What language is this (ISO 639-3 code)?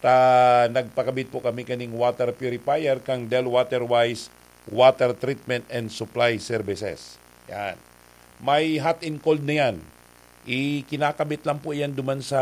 bik